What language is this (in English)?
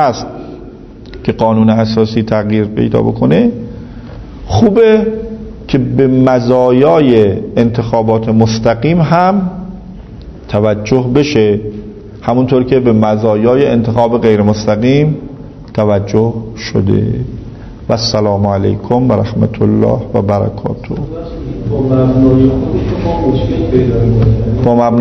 Persian